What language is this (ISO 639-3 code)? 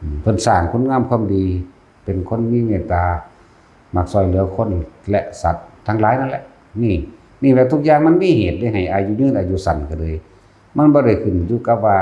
tts